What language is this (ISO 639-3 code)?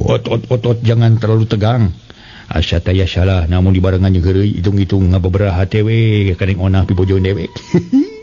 sun